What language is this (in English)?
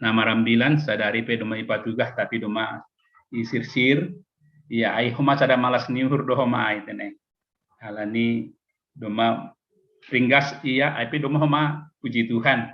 Batak Simalungun